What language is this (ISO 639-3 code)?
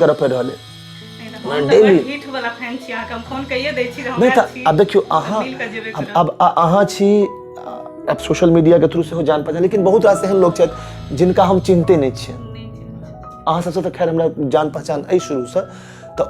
mai